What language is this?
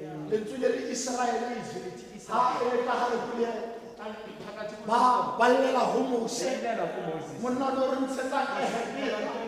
Tswana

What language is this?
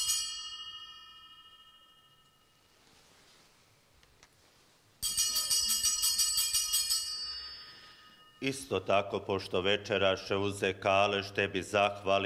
Croatian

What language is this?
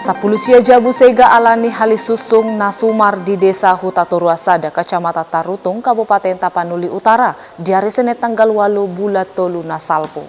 Batak Toba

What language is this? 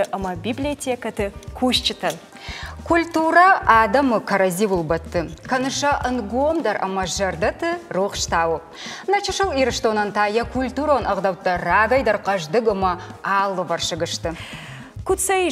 Ossetic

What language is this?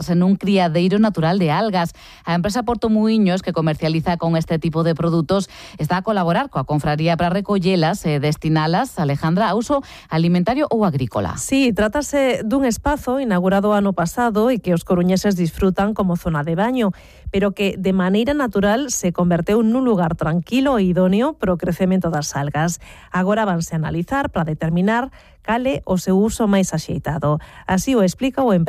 Galician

